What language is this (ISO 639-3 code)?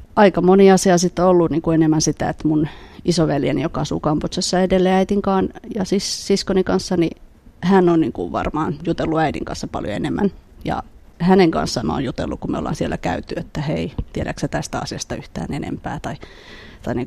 fin